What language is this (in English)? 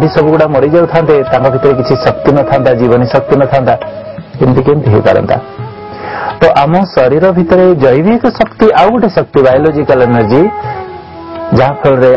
Odia